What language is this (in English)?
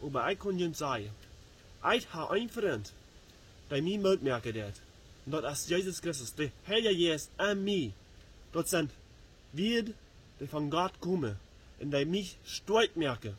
Plautdietsch